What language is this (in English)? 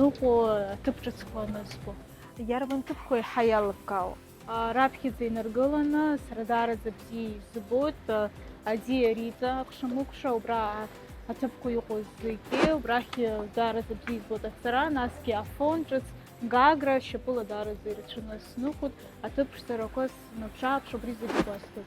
Abkhazian